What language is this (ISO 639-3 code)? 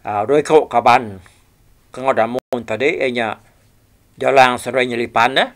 iba